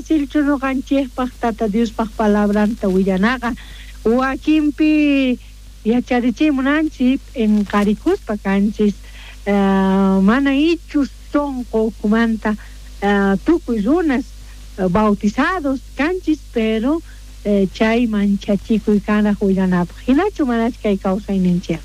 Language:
South Bolivian Quechua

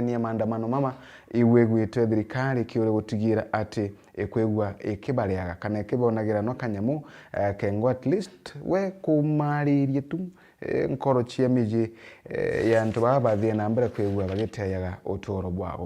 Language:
Meru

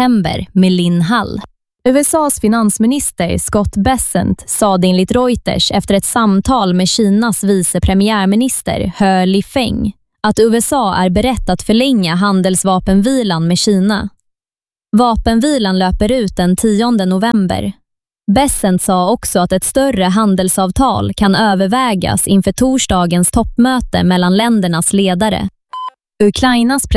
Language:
Swedish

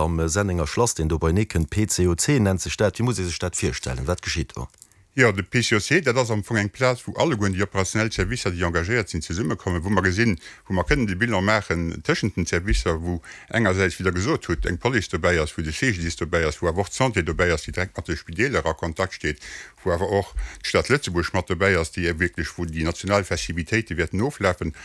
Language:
Luxembourgish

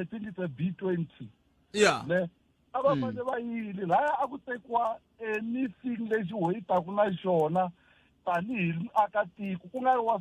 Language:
Tsonga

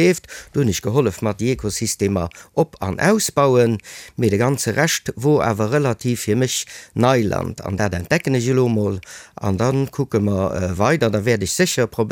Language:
Luxembourgish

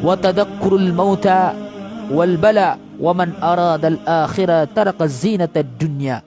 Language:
Maranao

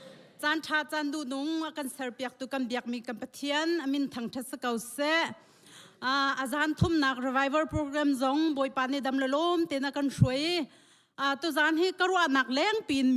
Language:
Hakha Chin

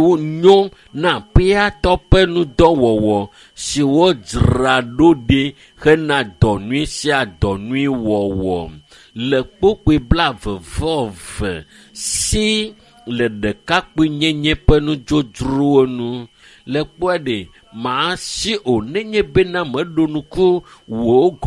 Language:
Ewe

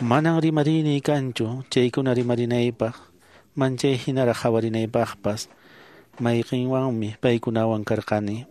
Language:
Quechua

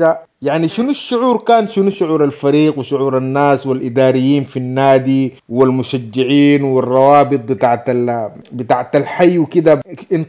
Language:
Sudanese Arabic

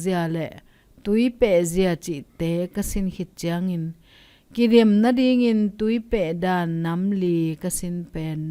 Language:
Tedim Chin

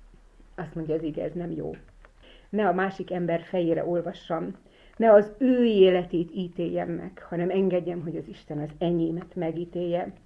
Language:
Hungarian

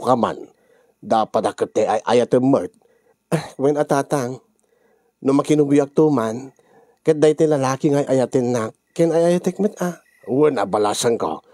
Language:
Iloko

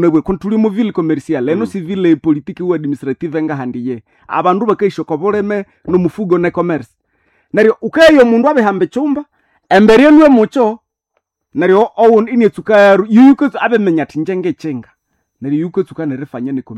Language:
Nande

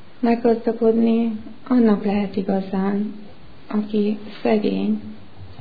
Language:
Hungarian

